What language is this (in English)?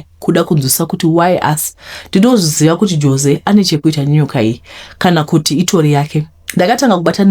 Shona